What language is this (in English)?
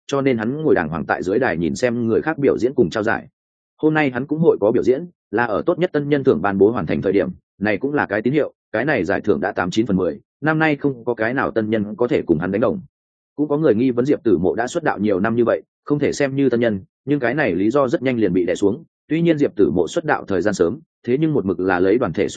Vietnamese